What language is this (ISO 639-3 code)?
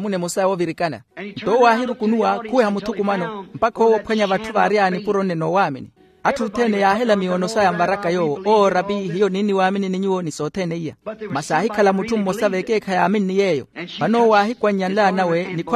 vmw